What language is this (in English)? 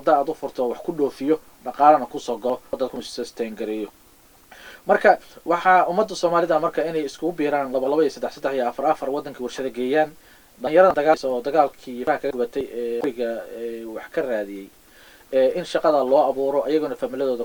Somali